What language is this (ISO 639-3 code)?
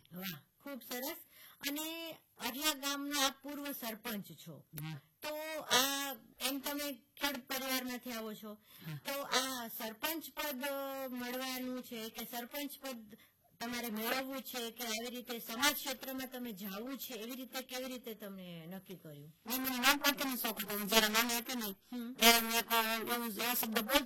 guj